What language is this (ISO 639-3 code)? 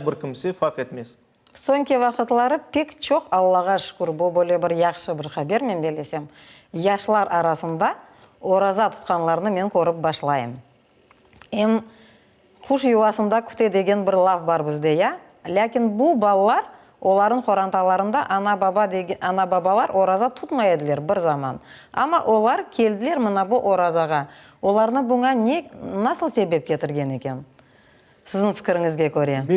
crh